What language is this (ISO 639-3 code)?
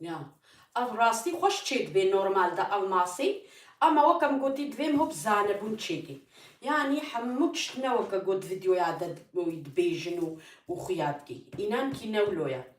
kur